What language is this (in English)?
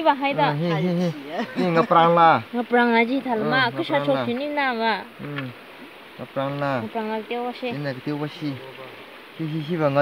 Tangkhul Naga (India)